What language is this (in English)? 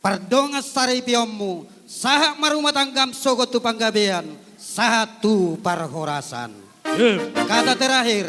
Batak Toba